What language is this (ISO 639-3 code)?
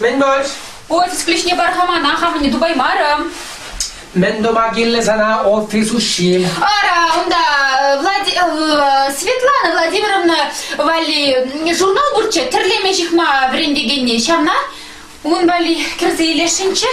chv